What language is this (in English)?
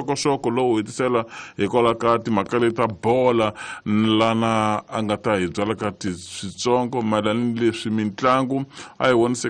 Tsonga